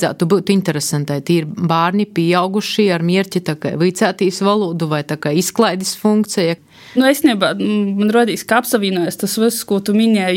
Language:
Latvian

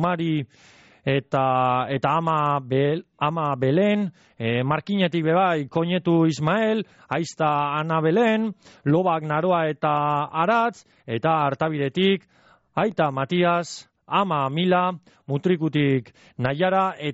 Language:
Basque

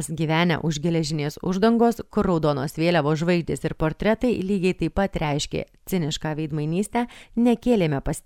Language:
Lithuanian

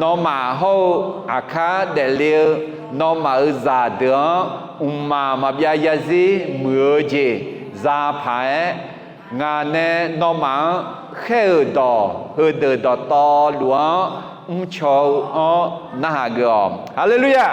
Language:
Akha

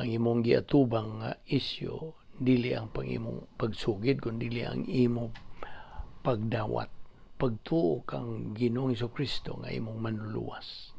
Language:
Cebuano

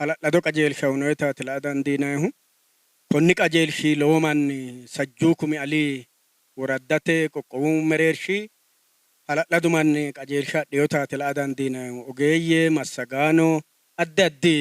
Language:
Sidamo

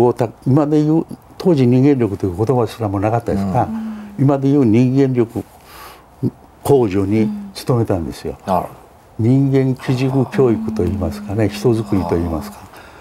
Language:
Japanese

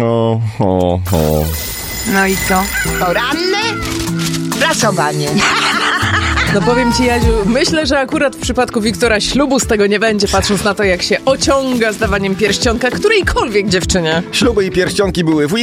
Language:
Polish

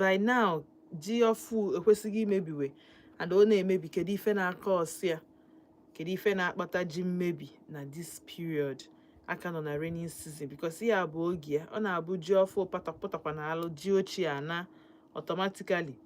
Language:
Igbo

